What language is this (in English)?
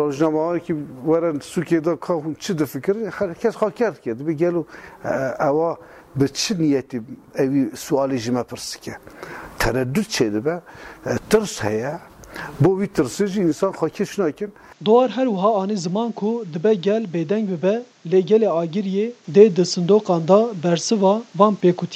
Kurdish